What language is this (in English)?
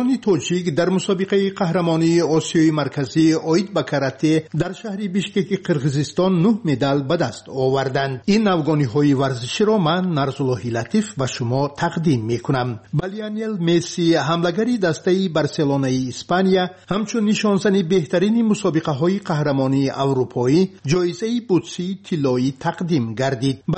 Tajik